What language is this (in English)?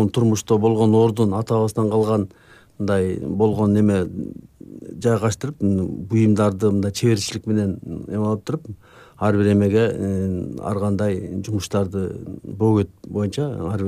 Kyrgyz